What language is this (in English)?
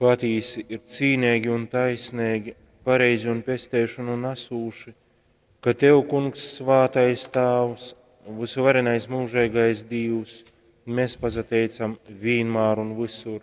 Latgalian